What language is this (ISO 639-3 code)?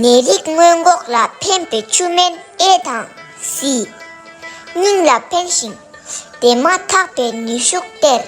bod